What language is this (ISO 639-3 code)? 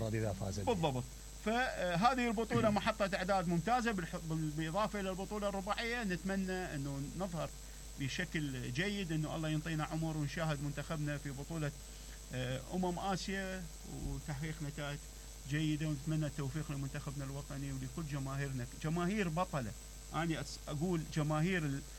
acm